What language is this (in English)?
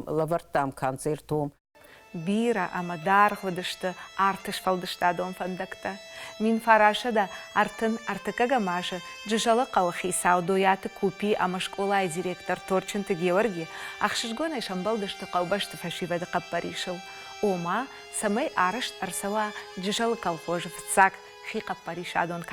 Ossetic